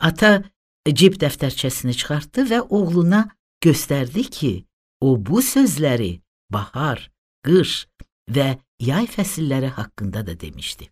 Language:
Azerbaijani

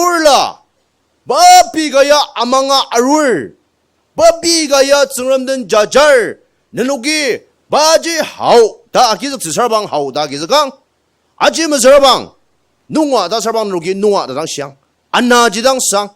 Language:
Ao Naga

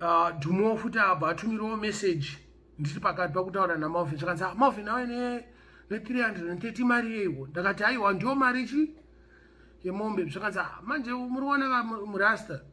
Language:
Shona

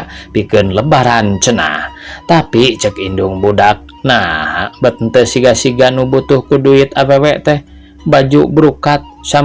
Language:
Sundanese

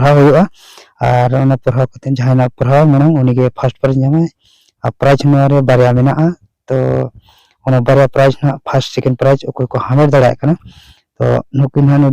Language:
Santali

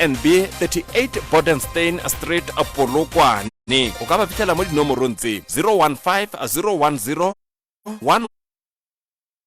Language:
Northern Sotho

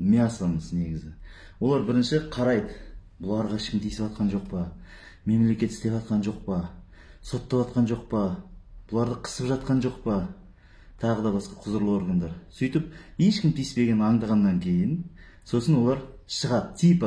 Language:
Kazakh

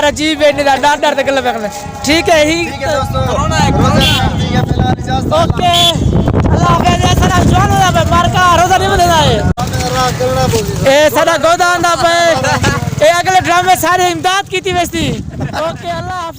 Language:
Saraiki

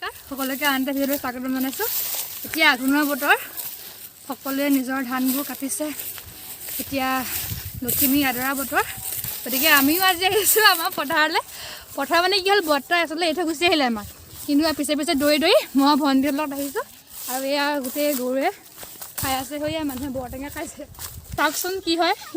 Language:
Assamese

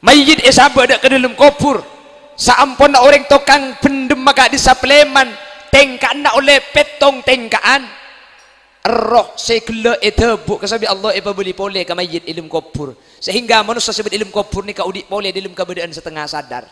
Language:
Madurese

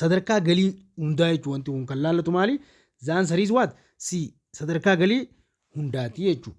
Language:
Oromo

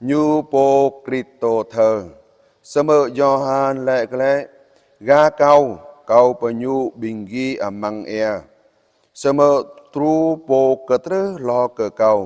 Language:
Jarai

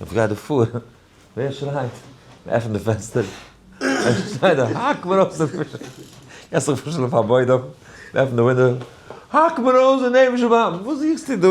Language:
Yiddish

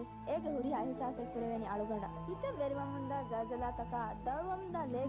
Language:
Divehi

